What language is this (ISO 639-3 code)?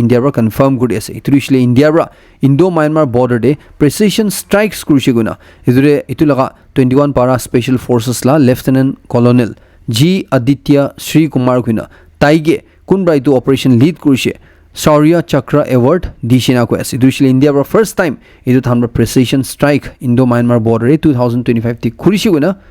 nag